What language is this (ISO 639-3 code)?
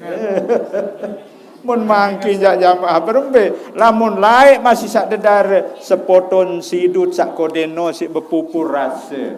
sas